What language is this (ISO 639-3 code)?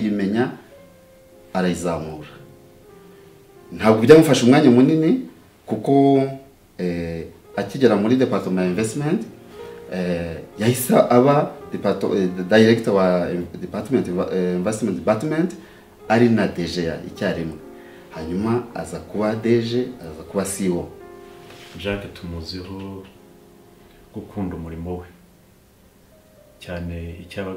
kin